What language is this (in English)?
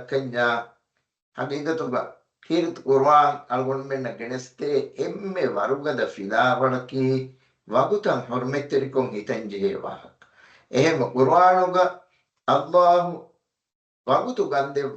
Divehi